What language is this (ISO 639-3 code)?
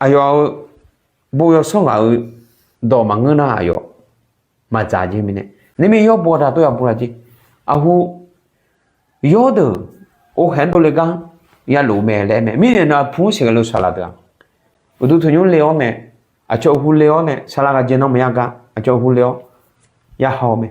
ahk